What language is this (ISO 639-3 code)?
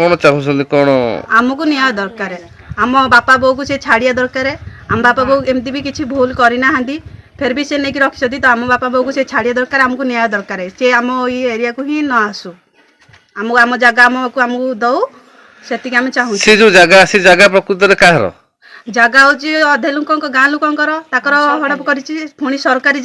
ori